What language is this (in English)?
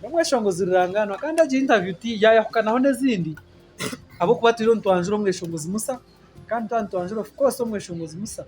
Nyankole